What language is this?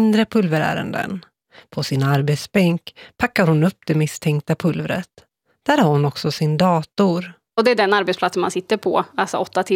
Swedish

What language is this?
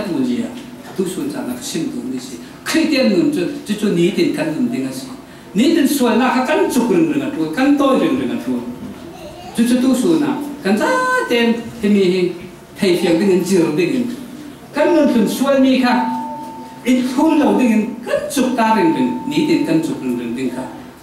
Falam Chin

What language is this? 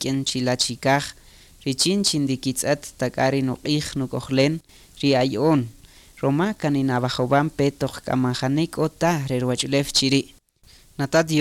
Kaqchikel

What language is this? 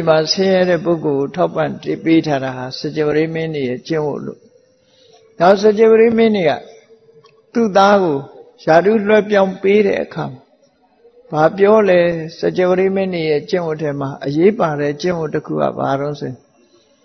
Burmese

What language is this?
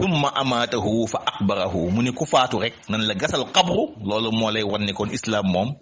Wolof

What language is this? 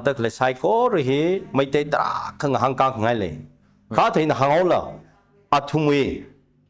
Tangkhul Naga (India)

